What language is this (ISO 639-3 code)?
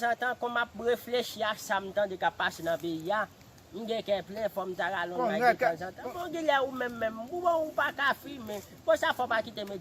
hat